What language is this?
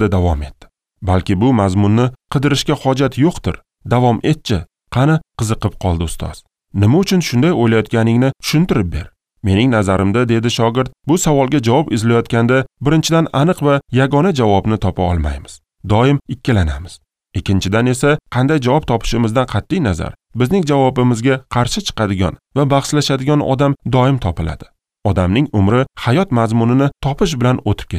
Uzbek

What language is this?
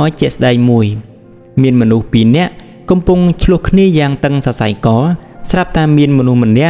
Khmer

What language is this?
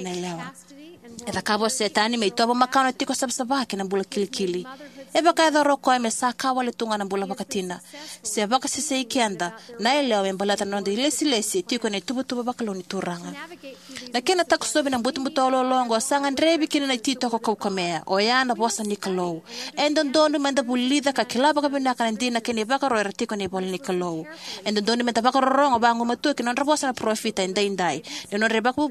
Fijian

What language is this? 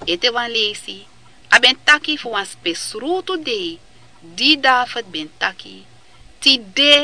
Sranan Tongo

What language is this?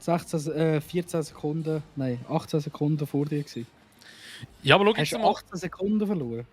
Swiss German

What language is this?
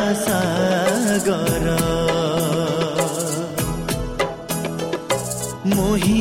Odia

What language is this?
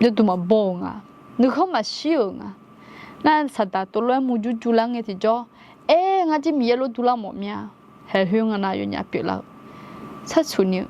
Akha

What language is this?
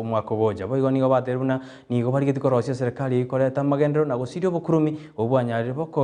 Gusii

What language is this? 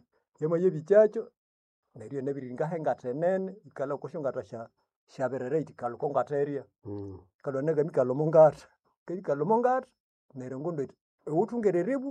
Nande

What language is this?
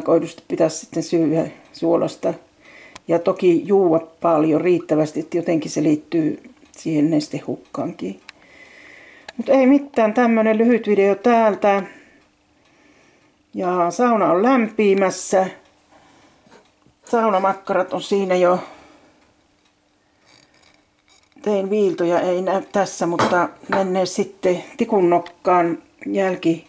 Finnish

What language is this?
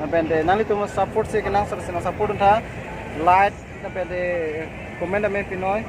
Karbi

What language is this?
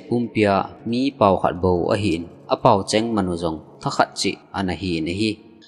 Thado Chin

